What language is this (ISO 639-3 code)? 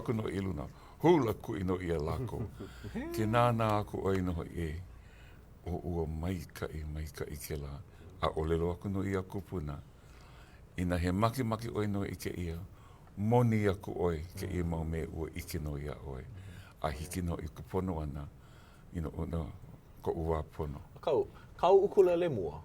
haw